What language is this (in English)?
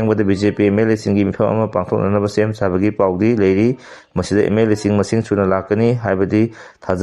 Manipuri